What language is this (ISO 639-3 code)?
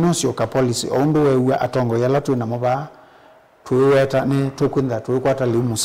kam